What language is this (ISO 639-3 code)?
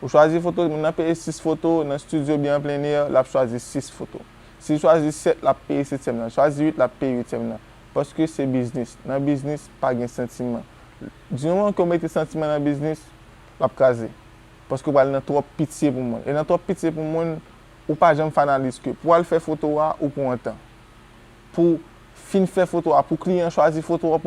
hat